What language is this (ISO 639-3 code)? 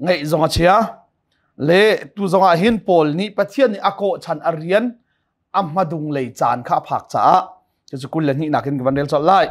cnh